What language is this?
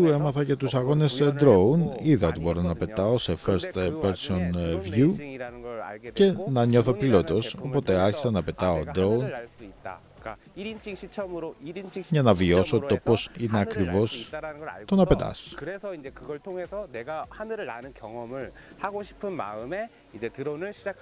Greek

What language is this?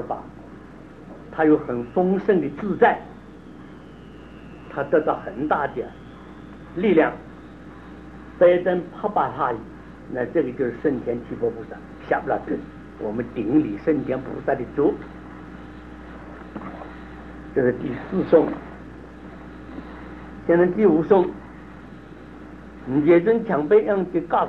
Chinese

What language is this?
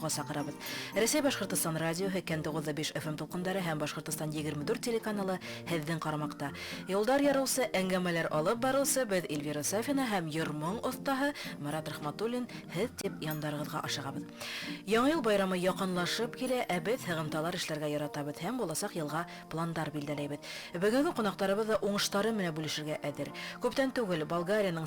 Bashkir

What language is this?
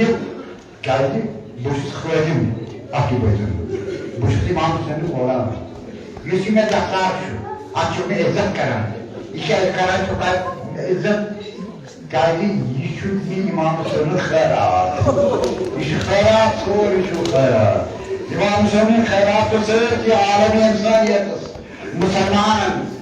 Kashmiri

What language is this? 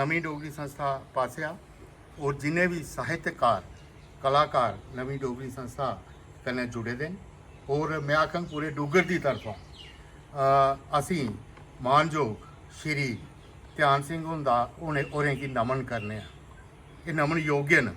Dogri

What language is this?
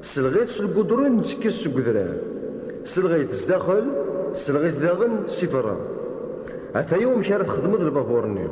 Kabyle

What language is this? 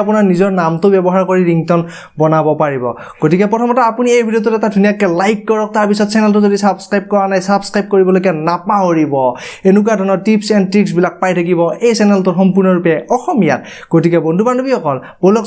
Assamese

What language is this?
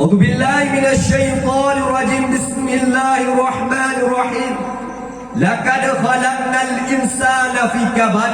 Achinese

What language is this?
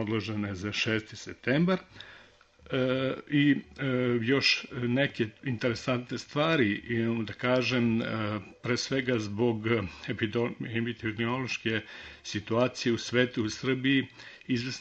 Serbian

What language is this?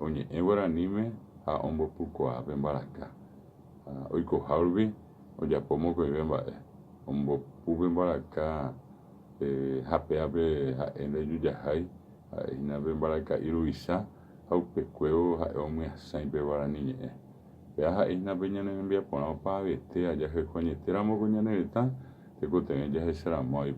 Guarani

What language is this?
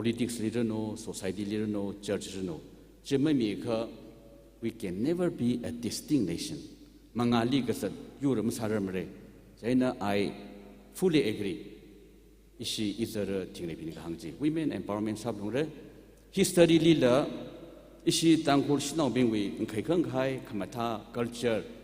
Tangkhul Naga (India)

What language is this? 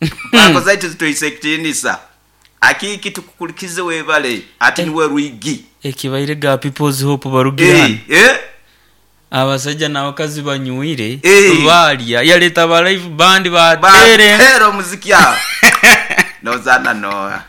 Nyoro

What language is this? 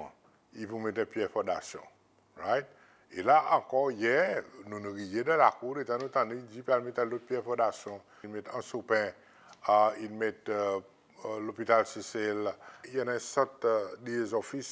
Seselwa Creole French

